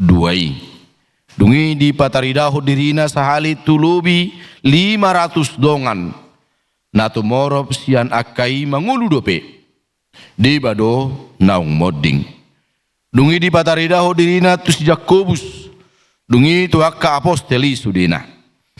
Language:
Batak Toba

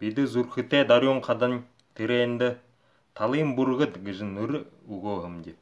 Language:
Buriat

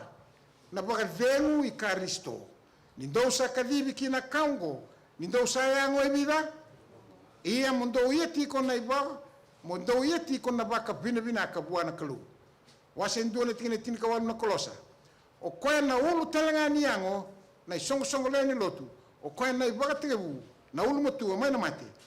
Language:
Fijian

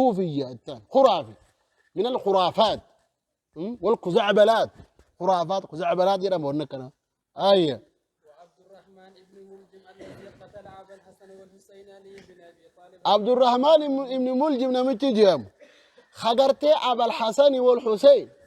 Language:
Oromo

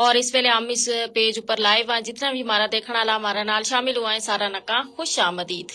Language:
Gujari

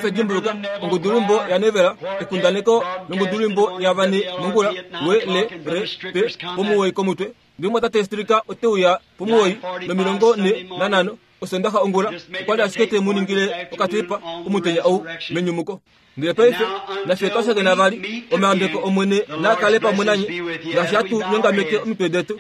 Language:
Kuanyama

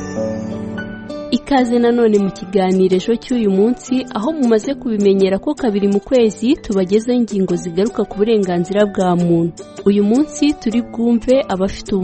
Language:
Kinyarwanda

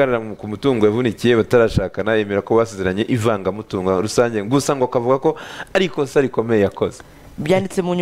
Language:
Kinyarwanda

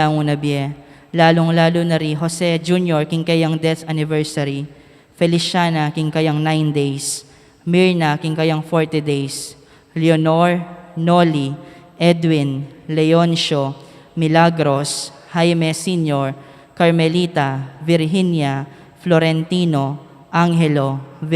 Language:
Pampanga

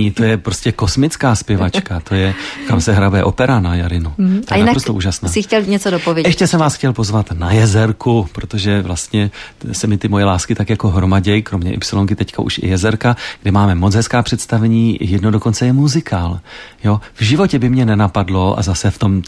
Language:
Czech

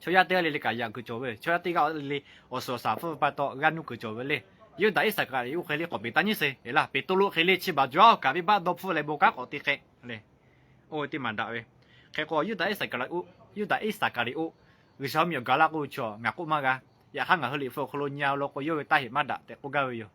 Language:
Lahu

